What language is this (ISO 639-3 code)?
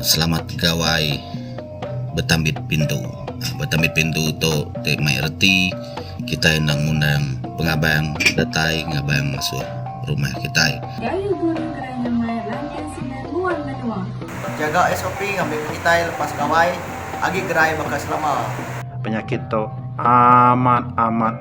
iba